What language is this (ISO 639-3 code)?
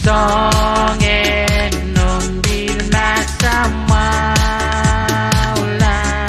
pon